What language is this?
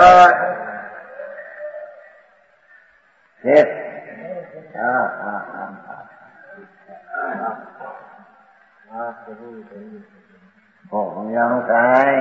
Gujarati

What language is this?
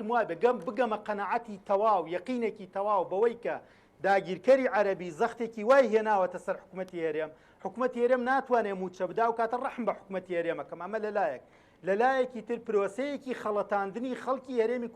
Central Kurdish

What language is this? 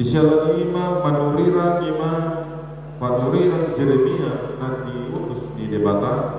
Batak Toba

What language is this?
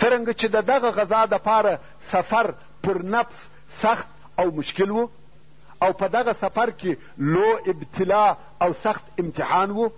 Pashto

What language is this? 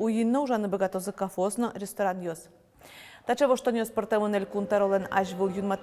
Udmurt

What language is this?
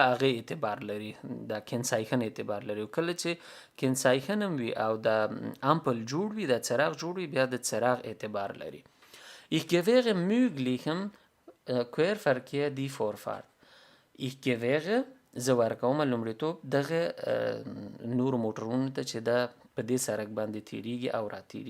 Pashto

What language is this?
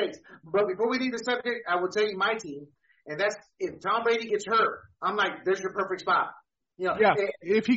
English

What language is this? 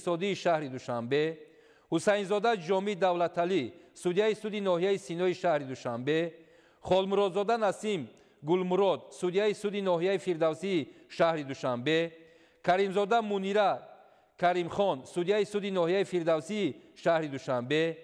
Tajik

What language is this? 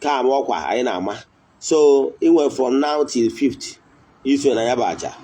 Igbo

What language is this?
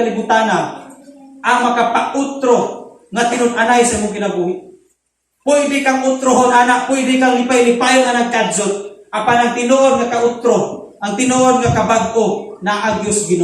Cebuano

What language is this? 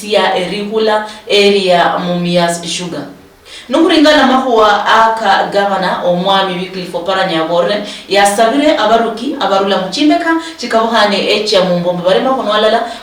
Luyia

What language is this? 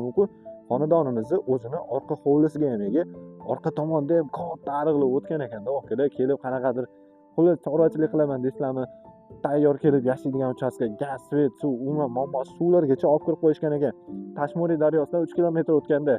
Uzbek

